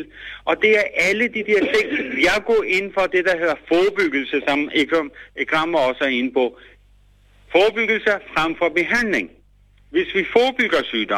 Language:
Danish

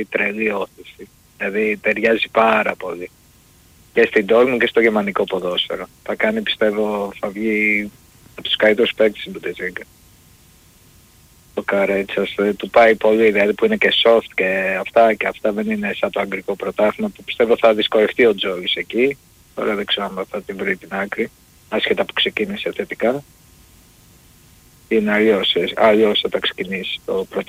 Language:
Greek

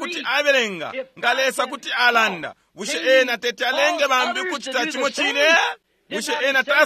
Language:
Bemba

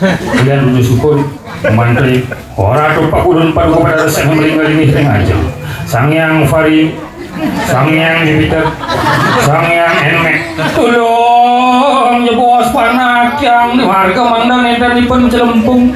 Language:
Balinese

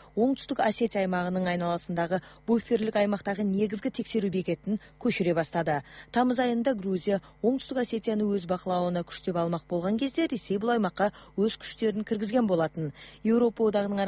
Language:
Kazakh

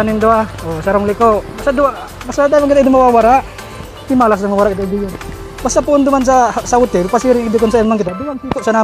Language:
Bikol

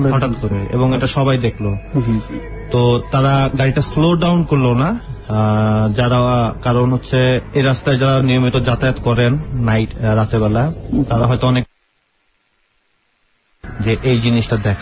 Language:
Bangla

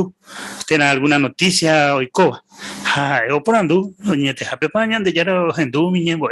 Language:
Guarani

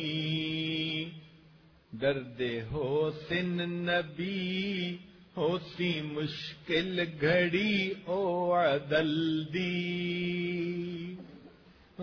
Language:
Saraiki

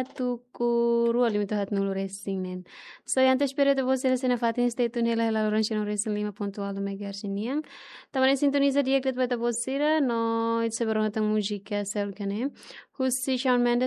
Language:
Tetum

